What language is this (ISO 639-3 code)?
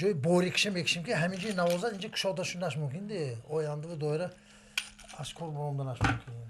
tgk